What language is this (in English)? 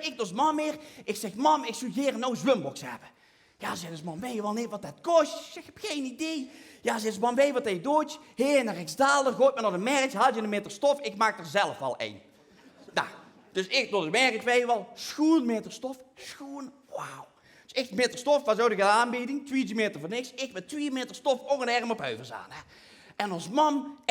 Limburgish